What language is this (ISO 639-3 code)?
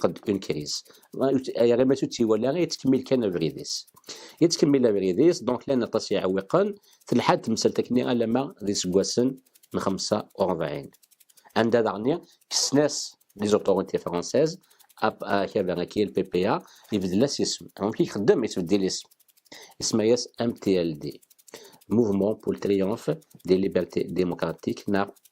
kab